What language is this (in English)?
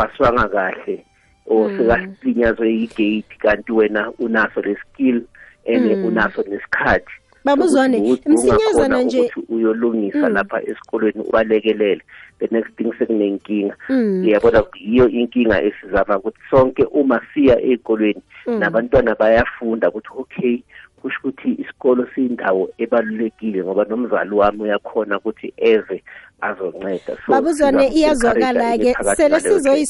South Ndebele